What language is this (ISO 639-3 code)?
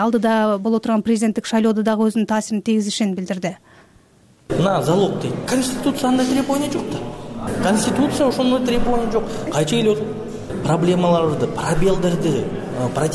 kir